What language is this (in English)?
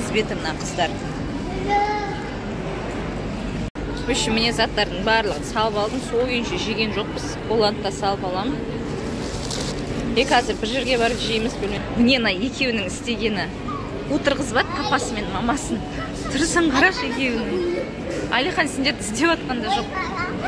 Kazakh